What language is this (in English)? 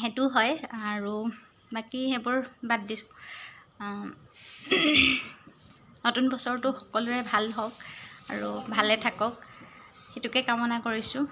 Assamese